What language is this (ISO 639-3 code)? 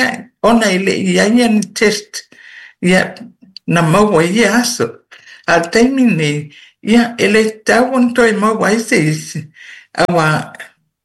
smo